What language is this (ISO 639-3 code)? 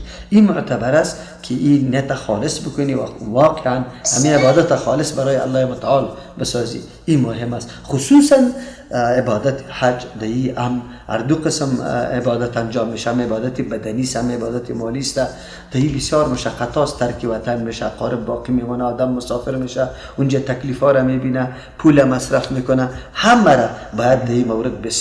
fas